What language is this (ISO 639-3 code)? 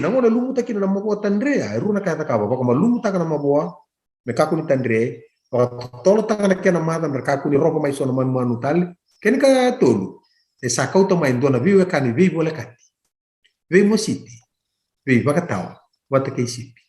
fij